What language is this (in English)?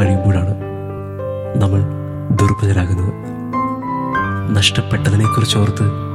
Malayalam